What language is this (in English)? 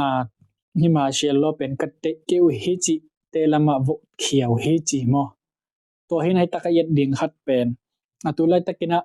Tedim Chin